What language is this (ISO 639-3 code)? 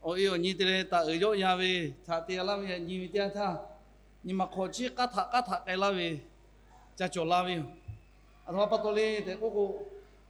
lhu